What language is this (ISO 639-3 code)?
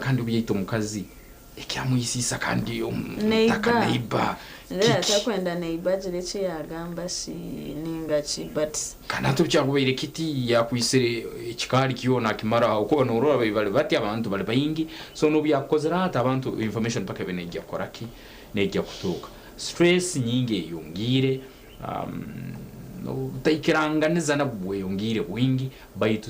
nyn